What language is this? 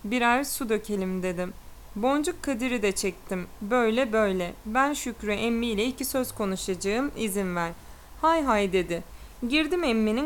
Turkish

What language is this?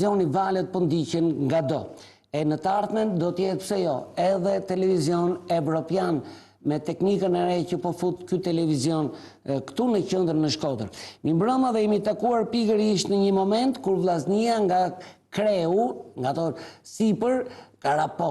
Albanian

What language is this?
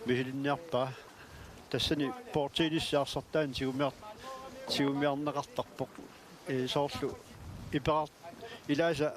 Kalaallisut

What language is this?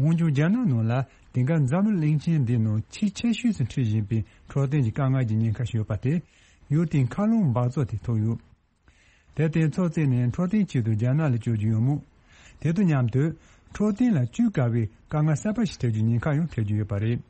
Tibetan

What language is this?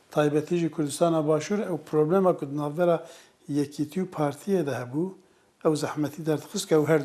Kurdish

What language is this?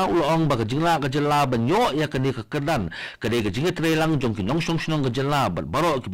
Khasi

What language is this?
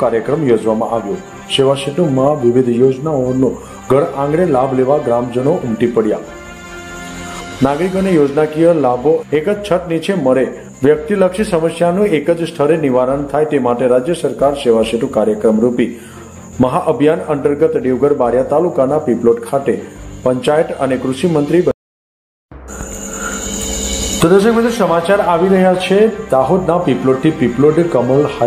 Gujarati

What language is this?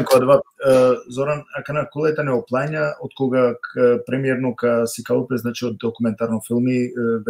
Balkan Romani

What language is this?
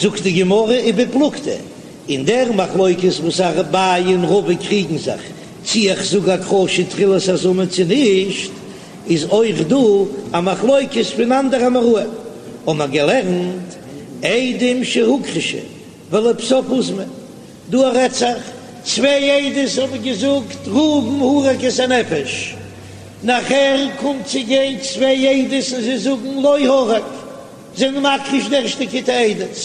Yiddish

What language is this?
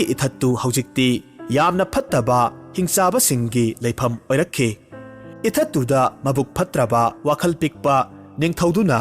Manipuri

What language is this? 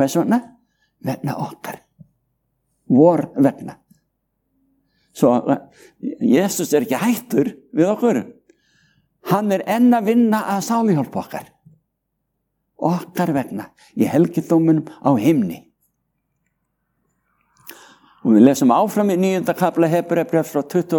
Icelandic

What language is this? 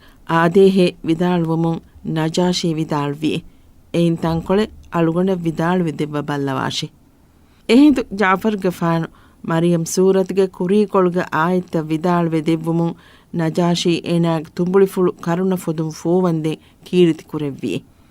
Divehi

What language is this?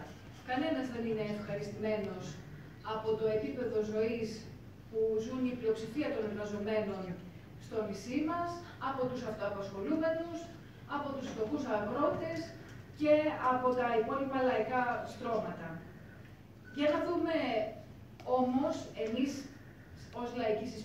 Greek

